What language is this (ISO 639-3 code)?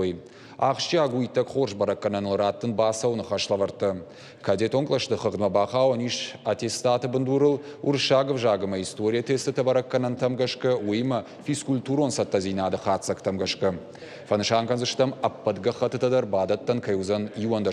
oss